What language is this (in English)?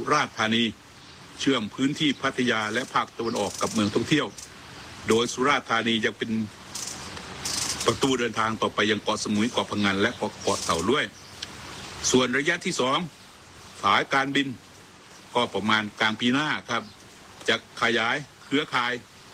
Thai